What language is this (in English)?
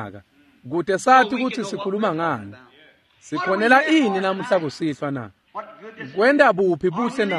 Swati